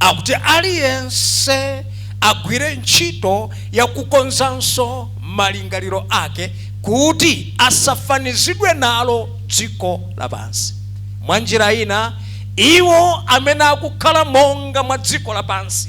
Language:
Nyanja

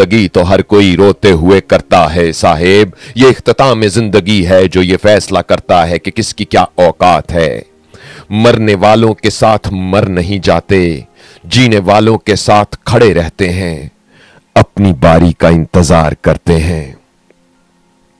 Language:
Hindi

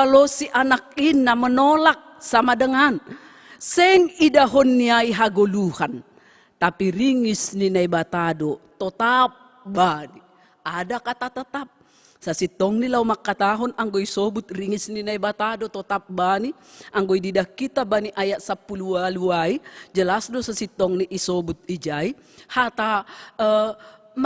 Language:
Batak Simalungun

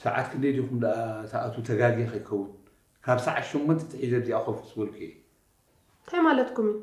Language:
Tigrinya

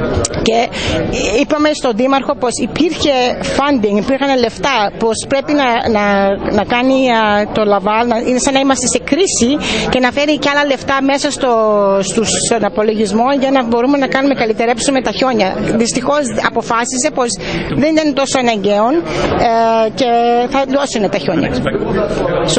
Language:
Greek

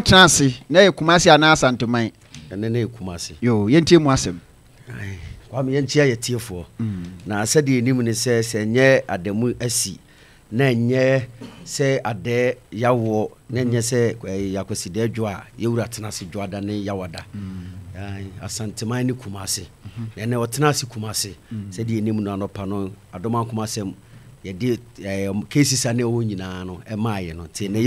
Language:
Akan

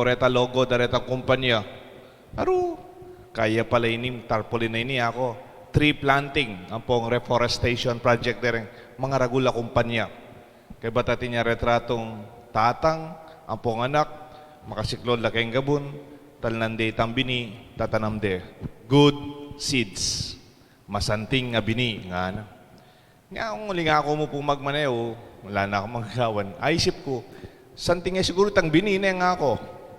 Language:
Pampanga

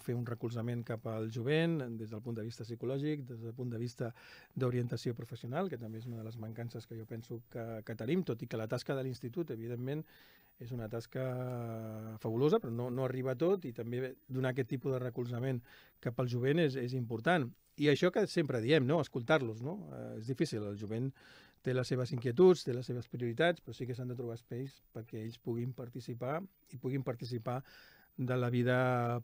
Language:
Catalan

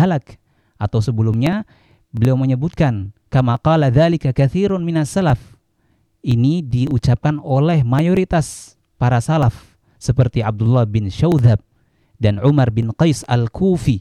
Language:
Indonesian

